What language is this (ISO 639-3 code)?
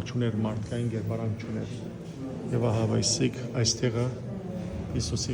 hyw